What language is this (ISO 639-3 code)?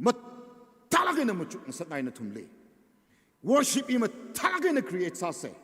nmf